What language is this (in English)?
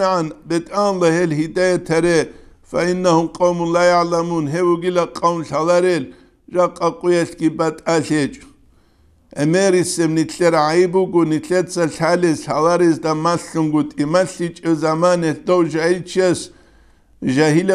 Avaric